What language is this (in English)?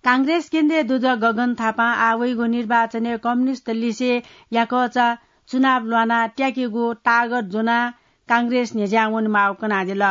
Newari